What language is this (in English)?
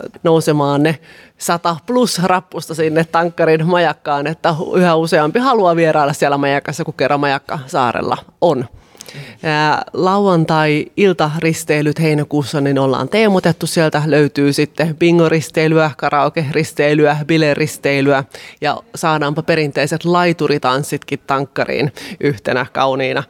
Finnish